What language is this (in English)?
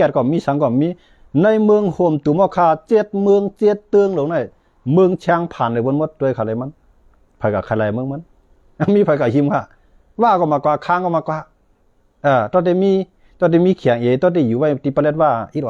Shan